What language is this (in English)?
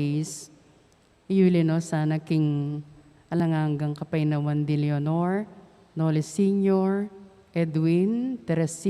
Pampanga